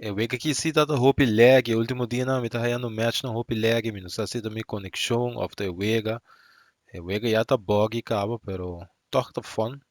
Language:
Papiamento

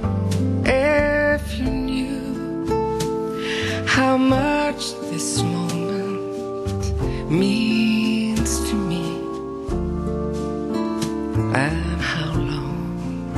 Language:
Danish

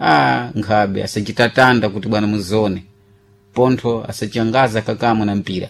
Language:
Sena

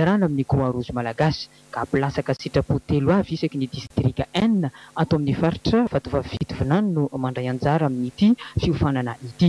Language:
Malagasy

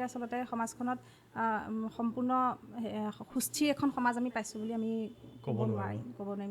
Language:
Assamese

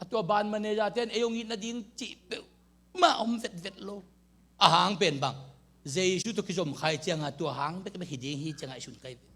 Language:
Tedim Chin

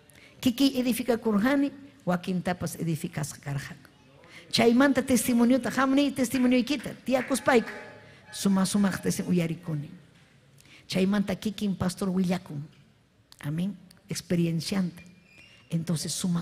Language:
Ayacucho Quechua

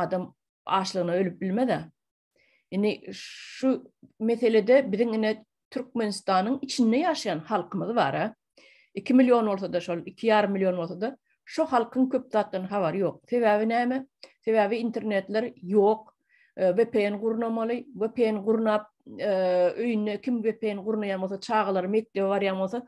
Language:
Turkmen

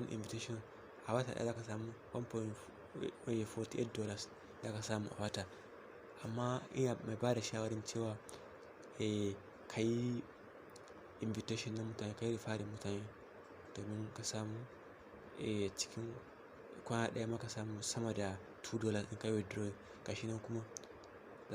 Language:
Hausa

